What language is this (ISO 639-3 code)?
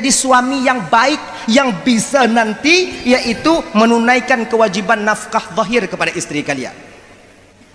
ace